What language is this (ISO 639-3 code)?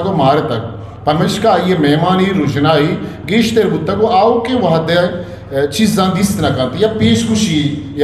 bgp